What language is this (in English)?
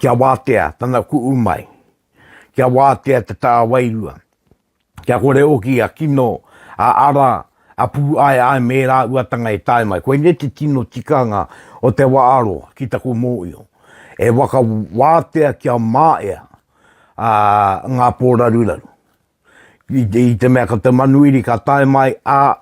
Māori